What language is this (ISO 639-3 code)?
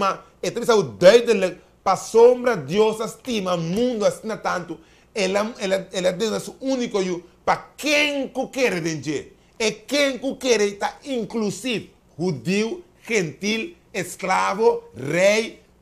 pap